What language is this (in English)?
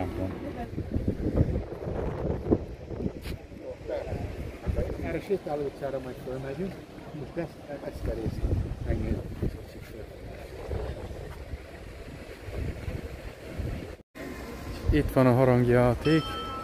Hungarian